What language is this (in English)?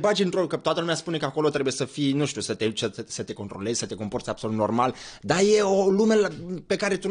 Romanian